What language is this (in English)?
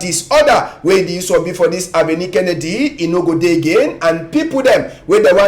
Cameroon Pidgin